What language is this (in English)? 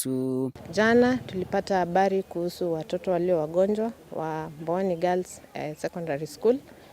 Kamba